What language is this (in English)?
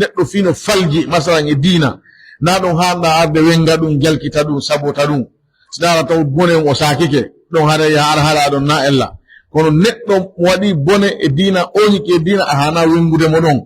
Pular